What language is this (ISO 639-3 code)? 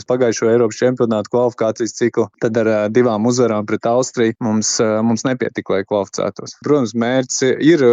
lav